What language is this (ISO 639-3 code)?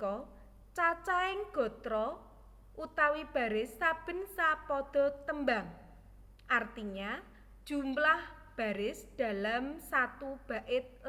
jav